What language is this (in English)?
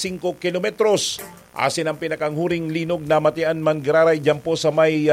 Bikol